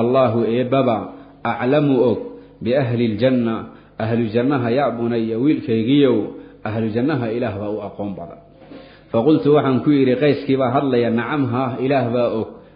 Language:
Somali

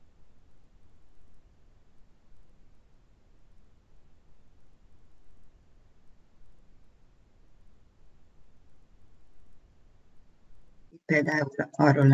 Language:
Hungarian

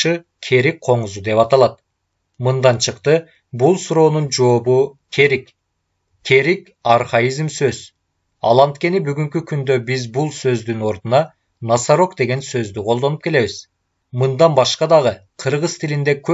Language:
Kyrgyz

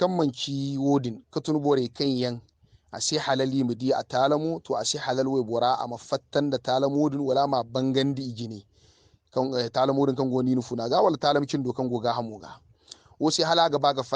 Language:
Hausa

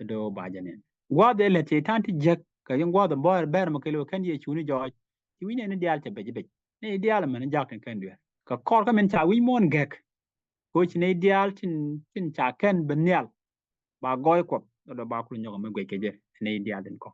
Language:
Nuer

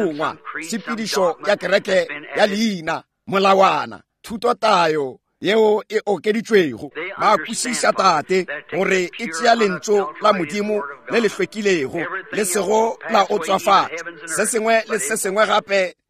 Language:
Northern Sotho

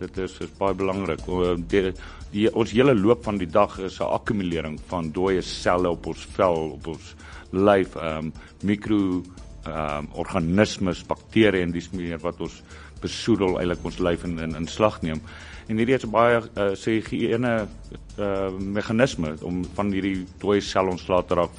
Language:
Afrikaans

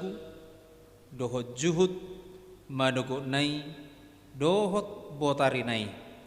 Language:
Batak Toba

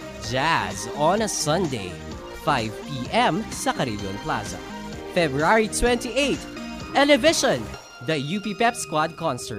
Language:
Filipino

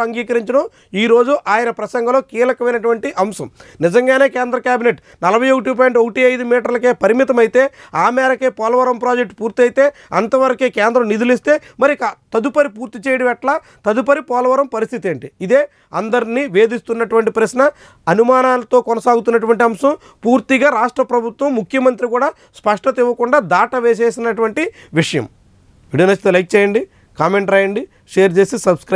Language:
Telugu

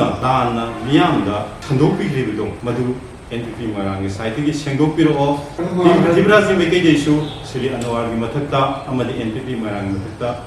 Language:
Manipuri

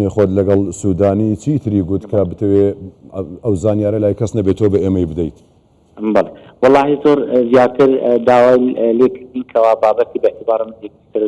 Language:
Central Kurdish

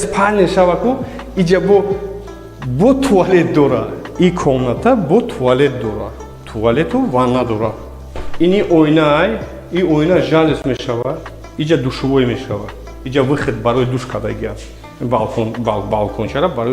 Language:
Tajik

